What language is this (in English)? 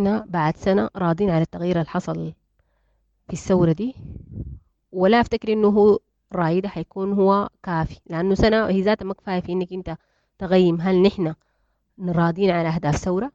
Sudanese Arabic